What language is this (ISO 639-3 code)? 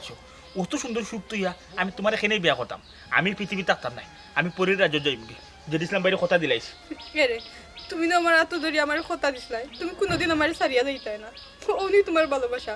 syl